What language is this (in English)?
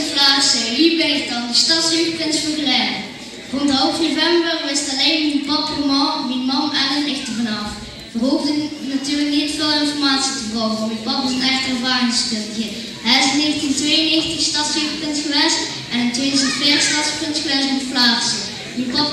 Limburgish